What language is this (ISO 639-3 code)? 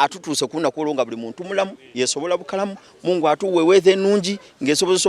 xog